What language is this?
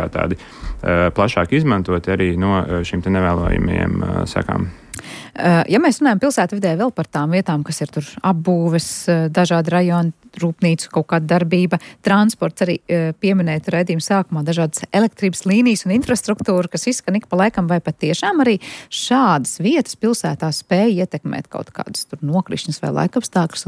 Latvian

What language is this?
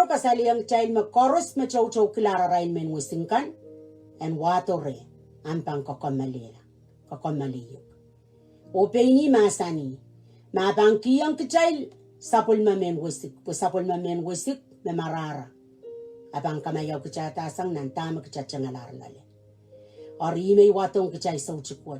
Pohnpeian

